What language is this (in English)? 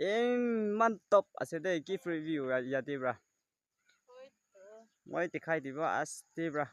Naga Pidgin